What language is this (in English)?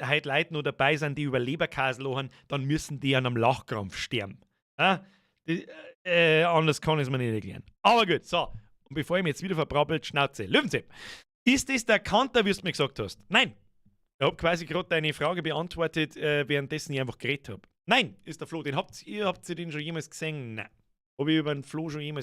Bavarian